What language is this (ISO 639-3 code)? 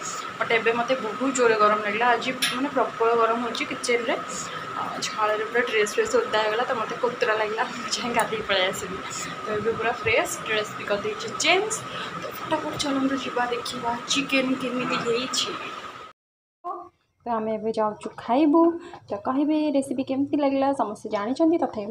ori